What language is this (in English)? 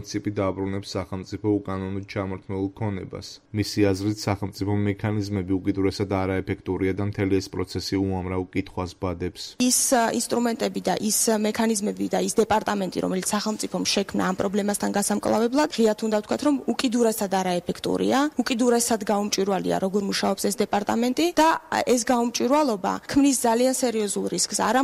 Georgian